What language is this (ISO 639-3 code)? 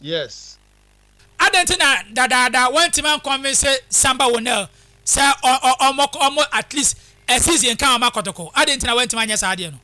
aka